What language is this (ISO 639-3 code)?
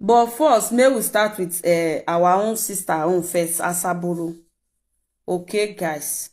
pcm